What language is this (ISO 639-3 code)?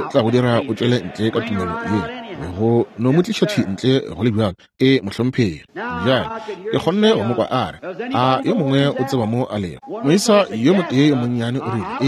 nso